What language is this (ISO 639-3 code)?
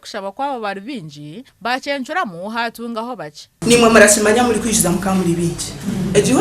nyn